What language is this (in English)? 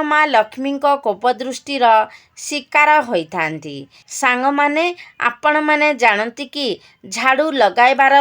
Odia